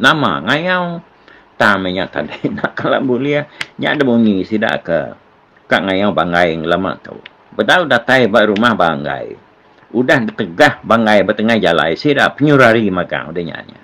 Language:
Iban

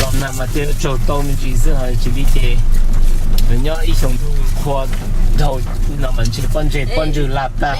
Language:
Hmong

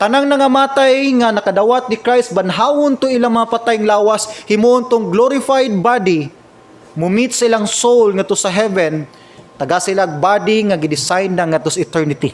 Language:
Cebuano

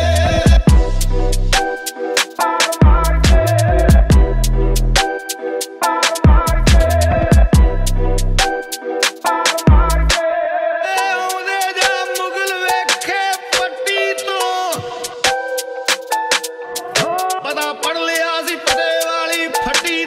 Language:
Punjabi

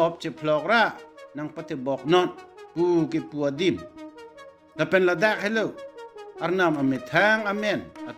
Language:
Karbi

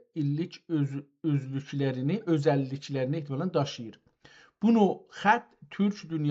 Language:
South Azerbaijani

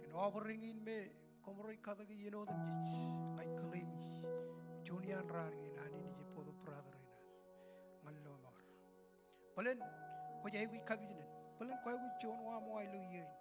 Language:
Marshallese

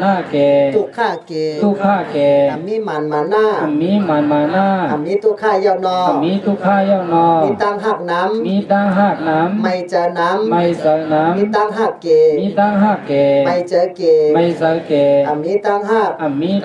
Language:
Shan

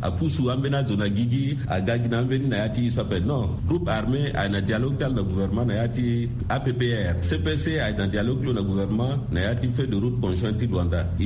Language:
Sango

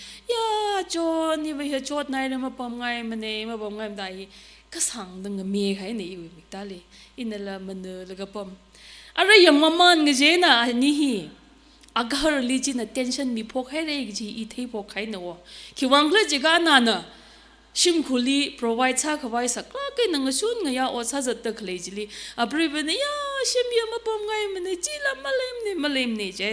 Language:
Tangkhul Naga (India)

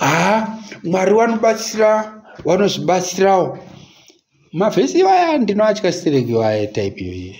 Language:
Shona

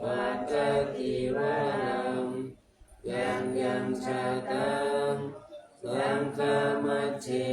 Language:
Pali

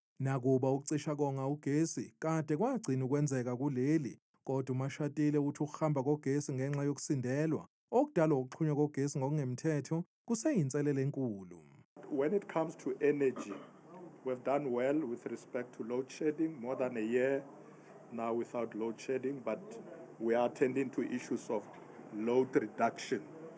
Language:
Zulu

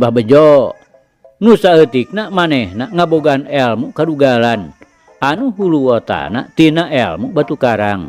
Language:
Sundanese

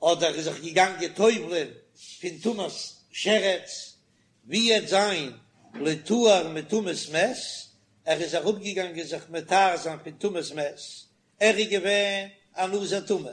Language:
Yiddish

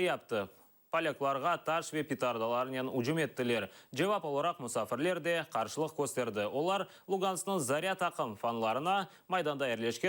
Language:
Crimean Tatar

